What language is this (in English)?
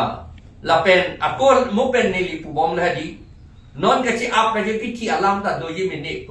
Karbi